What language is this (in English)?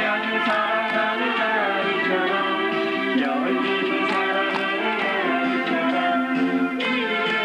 Korean